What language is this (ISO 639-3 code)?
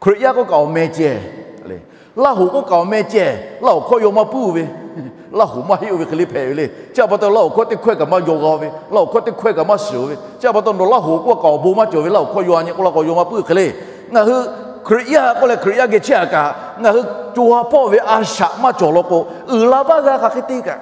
lhu